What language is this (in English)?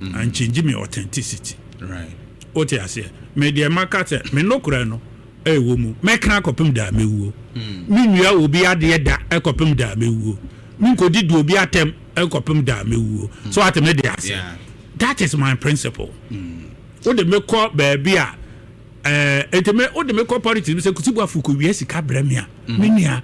Akan